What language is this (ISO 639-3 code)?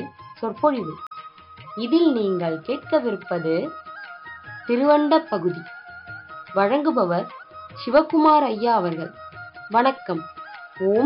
tam